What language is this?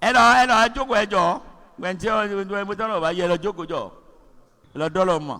Yoruba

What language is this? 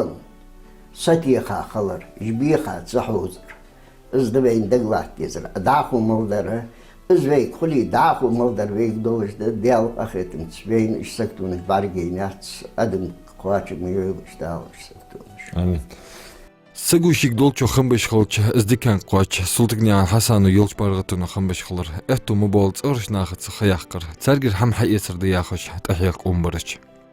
Ingush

